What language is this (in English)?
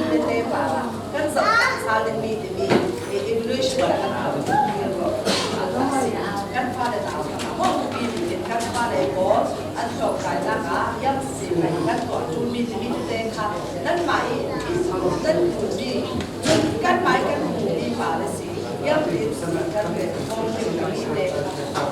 Falam Chin